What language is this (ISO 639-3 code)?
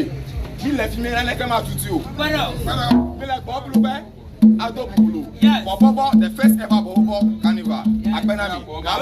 ewe